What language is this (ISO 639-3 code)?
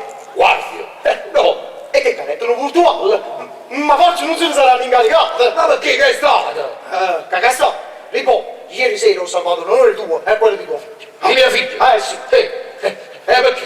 nap